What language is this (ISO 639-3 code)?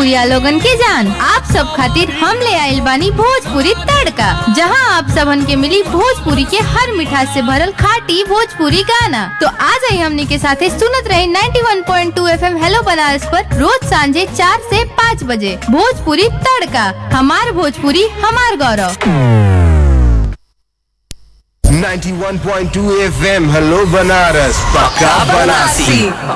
bho